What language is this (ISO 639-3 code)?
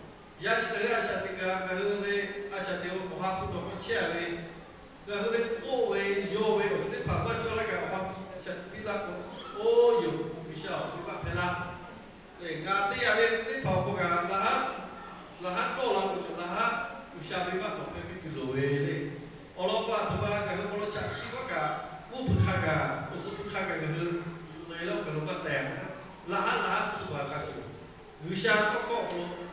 lhu